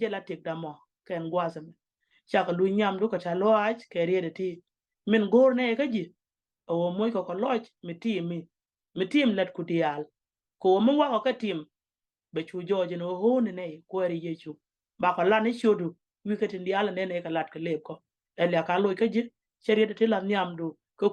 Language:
Nuer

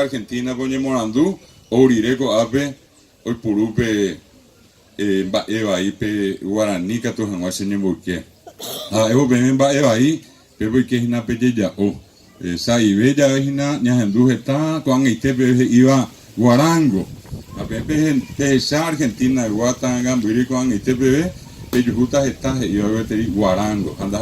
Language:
Guarani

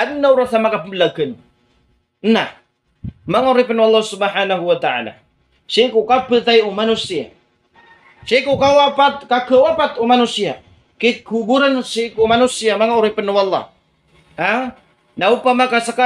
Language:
Maranao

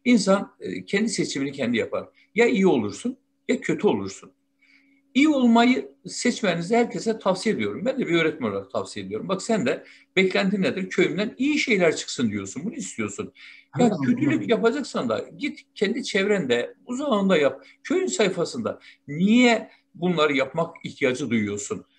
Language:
Turkish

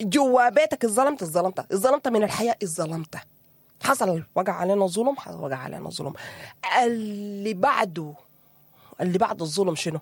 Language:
Sudanese Arabic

